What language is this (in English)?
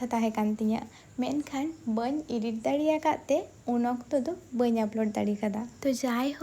Santali